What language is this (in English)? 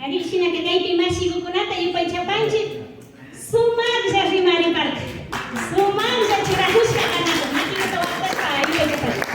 Imbabura Highland Quichua